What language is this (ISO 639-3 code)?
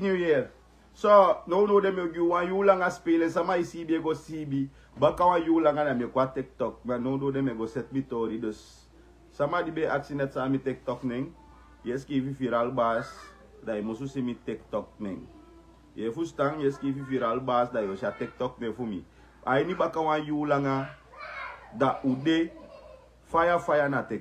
srn